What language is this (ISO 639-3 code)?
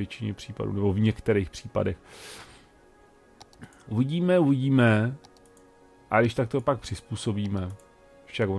ces